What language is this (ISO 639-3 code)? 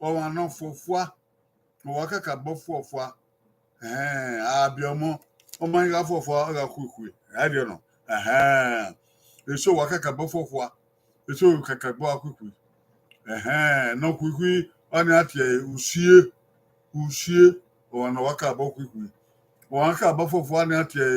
bin